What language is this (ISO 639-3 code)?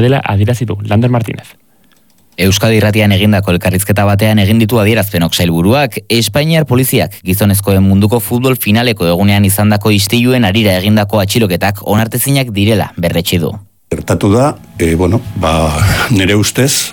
eus